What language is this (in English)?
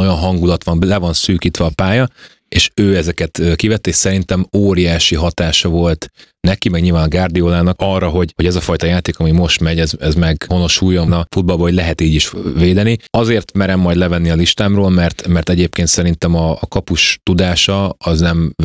Hungarian